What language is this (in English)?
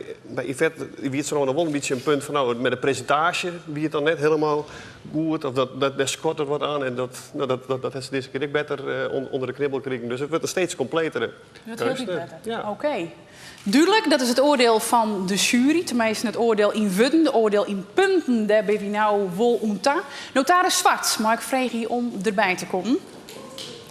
Western Frisian